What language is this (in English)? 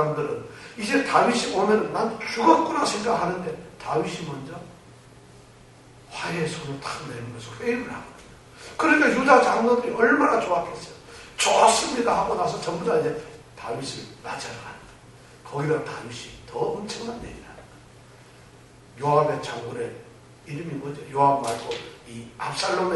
Korean